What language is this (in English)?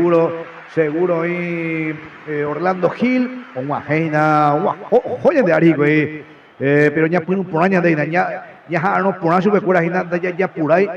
Guarani